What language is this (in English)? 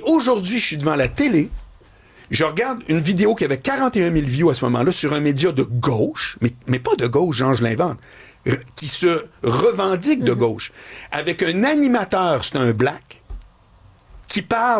French